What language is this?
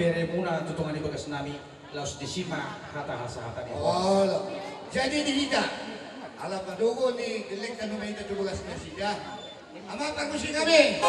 Batak Toba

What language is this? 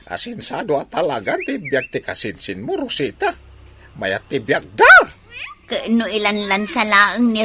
Iloko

